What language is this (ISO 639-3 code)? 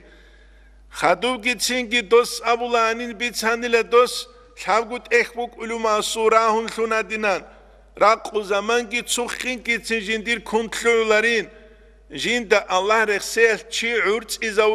ava